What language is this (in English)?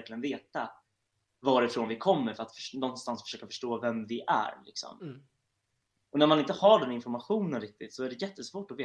Swedish